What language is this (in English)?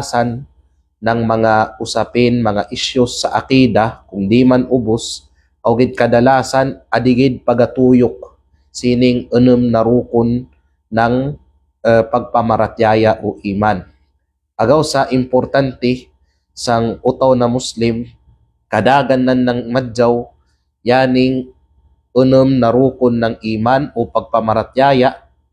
Kalagan